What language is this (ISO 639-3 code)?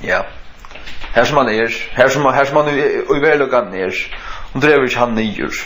fao